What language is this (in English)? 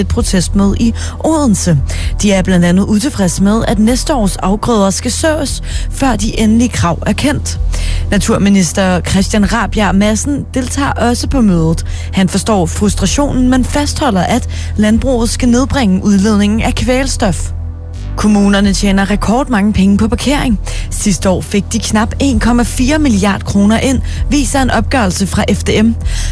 Danish